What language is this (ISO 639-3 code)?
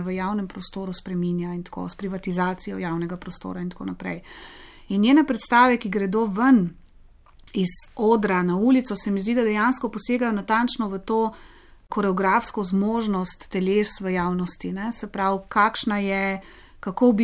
slv